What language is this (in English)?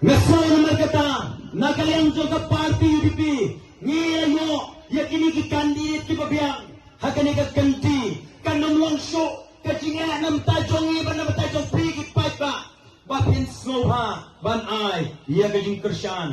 Khasi